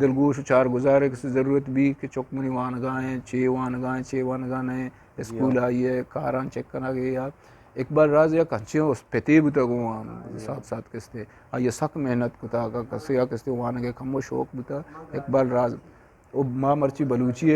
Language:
Eastern Balochi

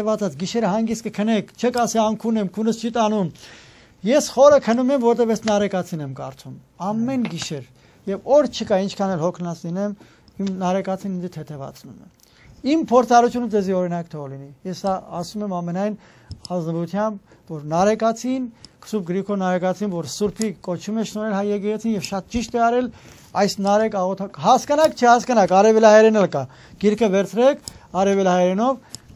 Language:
Armenian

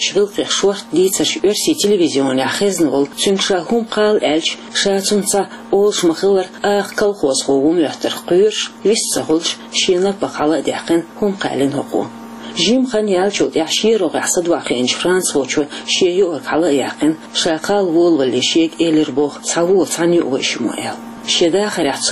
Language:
Chechen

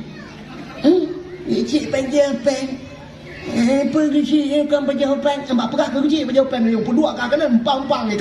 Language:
Achinese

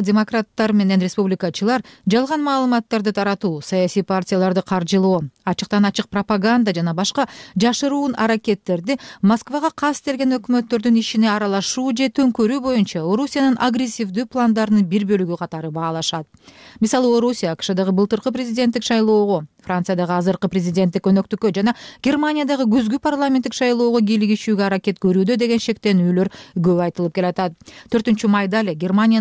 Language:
Kyrgyz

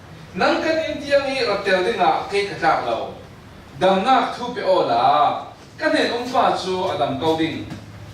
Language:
Falam Chin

